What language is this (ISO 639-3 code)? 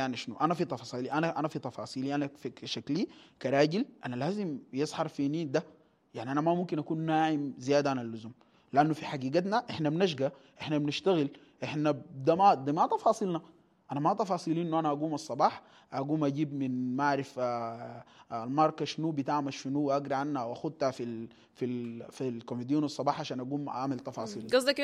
apd